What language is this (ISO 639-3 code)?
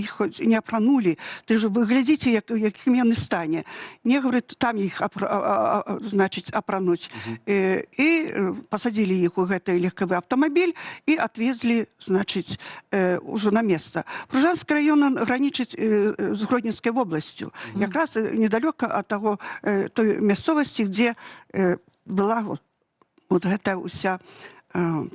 bel